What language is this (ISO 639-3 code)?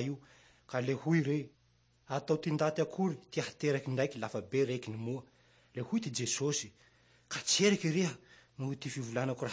mlg